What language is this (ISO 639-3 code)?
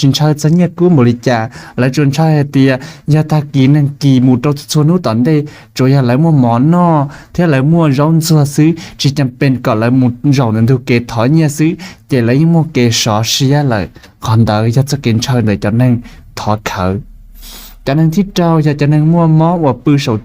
hmn